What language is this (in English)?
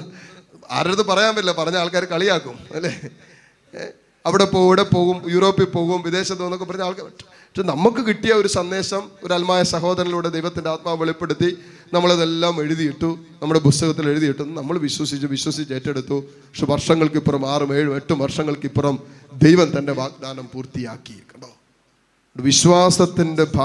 Malayalam